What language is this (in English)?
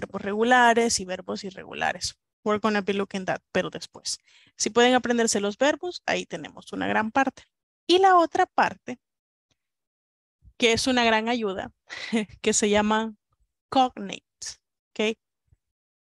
Spanish